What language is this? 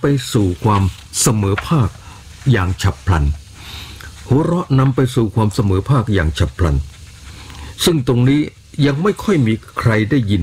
Thai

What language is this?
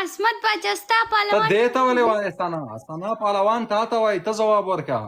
Pashto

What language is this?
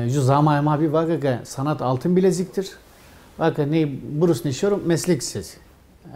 Zaza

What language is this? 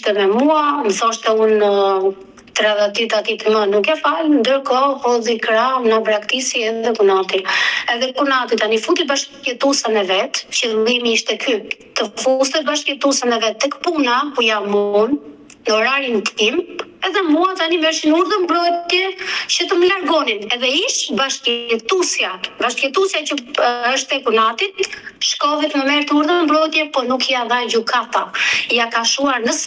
Albanian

